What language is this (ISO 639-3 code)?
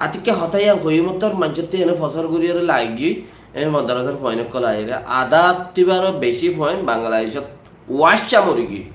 rhg